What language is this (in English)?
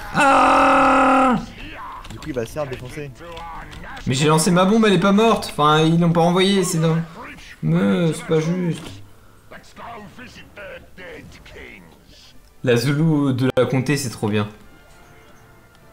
French